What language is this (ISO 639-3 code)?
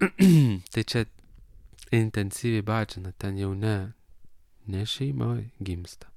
lit